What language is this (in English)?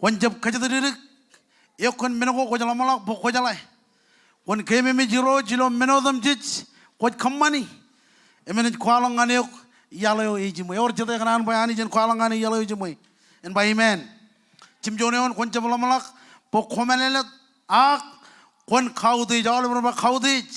Marshallese